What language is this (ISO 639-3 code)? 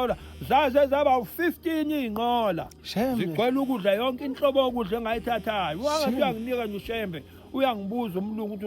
zul